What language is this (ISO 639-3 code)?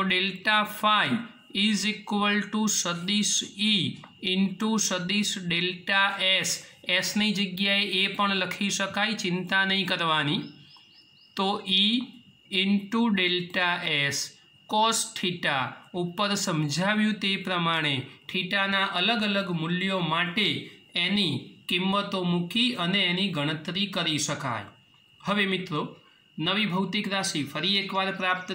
guj